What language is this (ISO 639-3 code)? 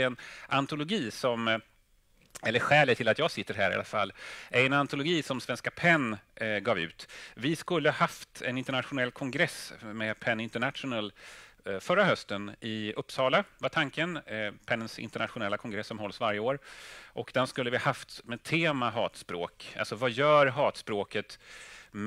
swe